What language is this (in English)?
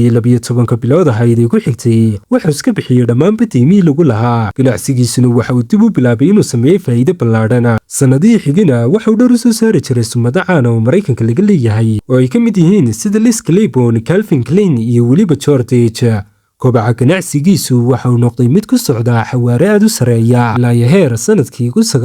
Somali